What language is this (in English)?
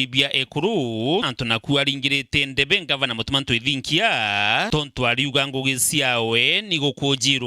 Meru